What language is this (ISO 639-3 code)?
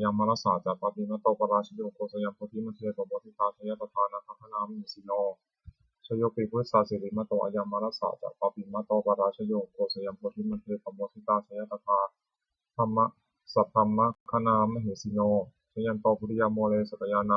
pli